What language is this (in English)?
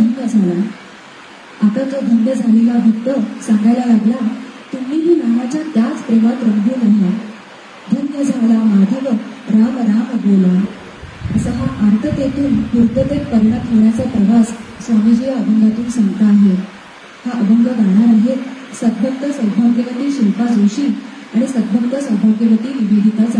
Marathi